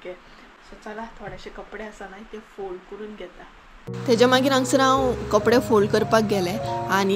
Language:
Konkani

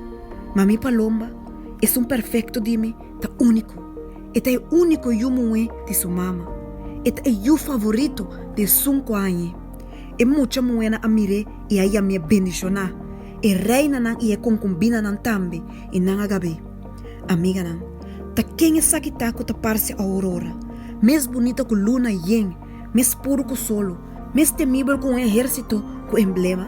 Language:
Papiamento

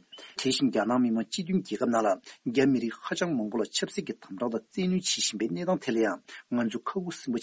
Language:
Tibetan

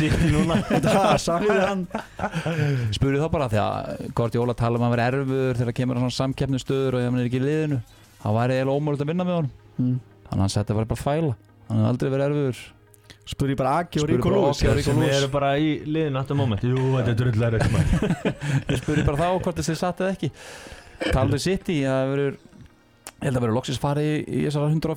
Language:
Icelandic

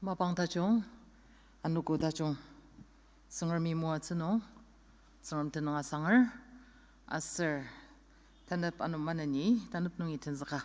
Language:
Ao Naga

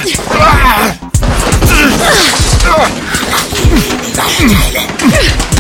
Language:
German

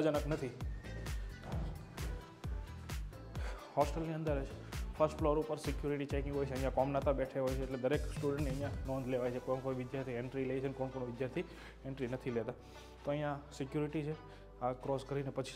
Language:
Gujarati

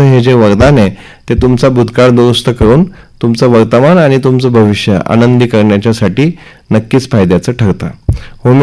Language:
Marathi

